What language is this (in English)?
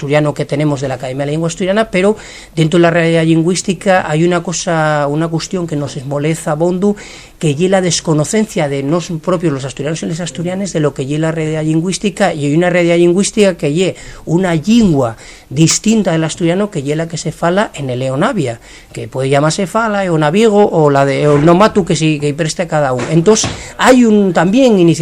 Asturian